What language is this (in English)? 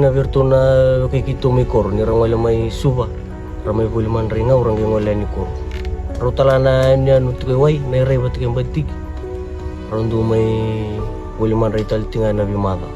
Fijian